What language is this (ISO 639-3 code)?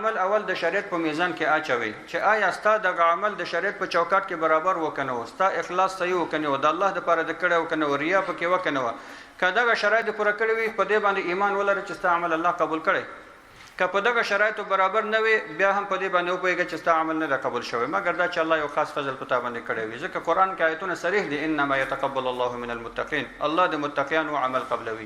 pus